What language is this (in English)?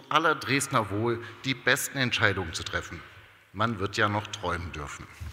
German